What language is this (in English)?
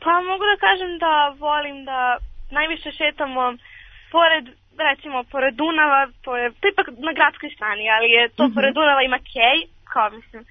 Serbian